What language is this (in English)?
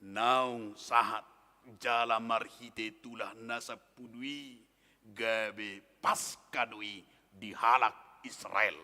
Batak Toba